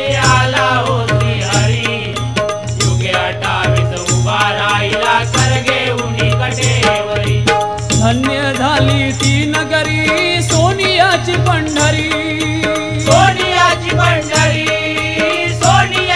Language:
Marathi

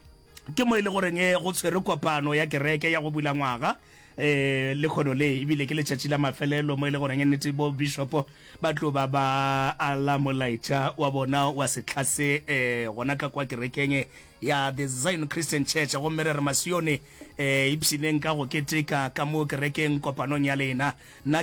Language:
Northern Sotho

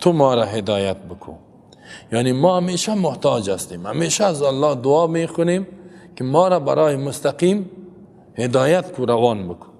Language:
Persian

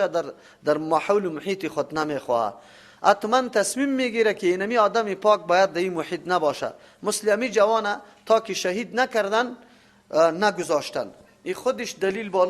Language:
Persian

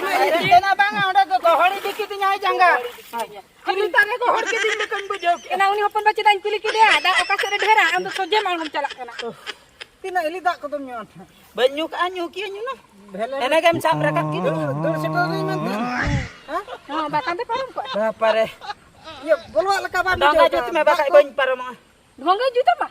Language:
Santali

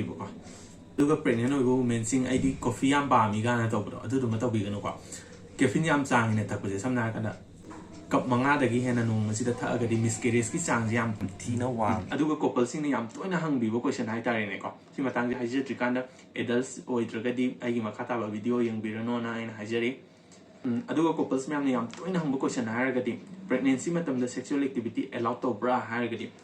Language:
Manipuri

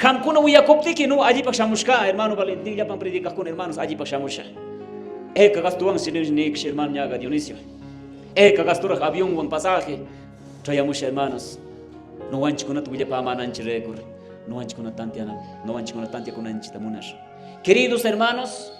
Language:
Quechua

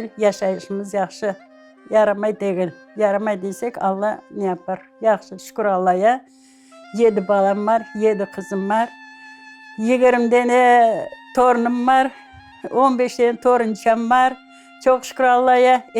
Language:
Crimean Tatar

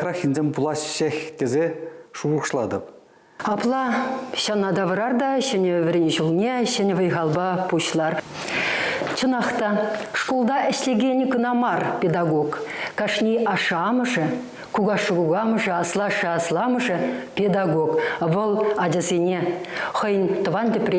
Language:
Chuvash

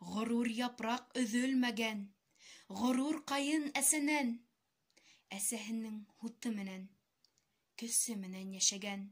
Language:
Bashkir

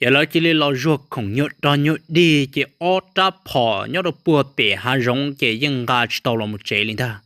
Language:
Hmong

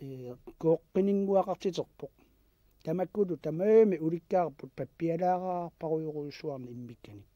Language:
Kalaallisut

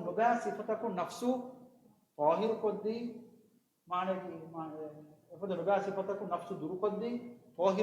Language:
Divehi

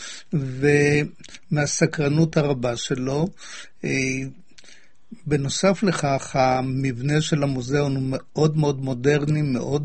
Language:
Hebrew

